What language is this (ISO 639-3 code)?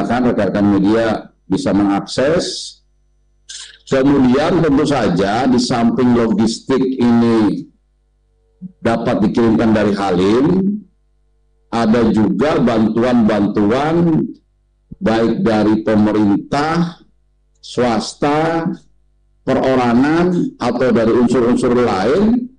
ind